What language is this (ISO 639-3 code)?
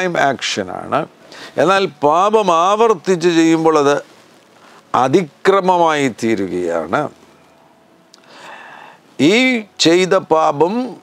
mal